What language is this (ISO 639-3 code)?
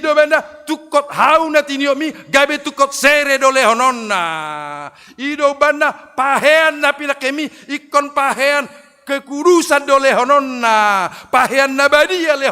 bbc